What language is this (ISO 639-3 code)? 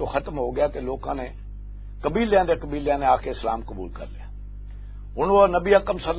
lah